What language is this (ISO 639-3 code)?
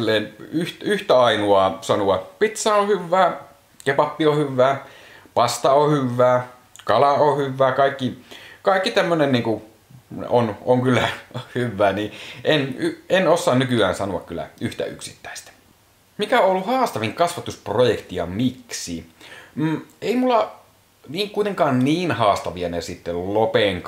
fin